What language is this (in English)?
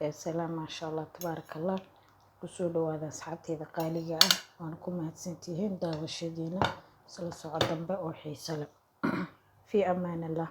Somali